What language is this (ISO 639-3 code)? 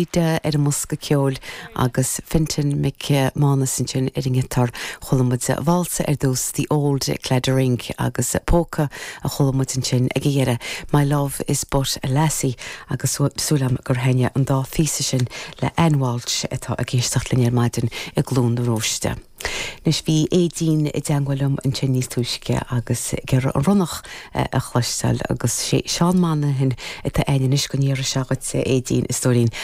gle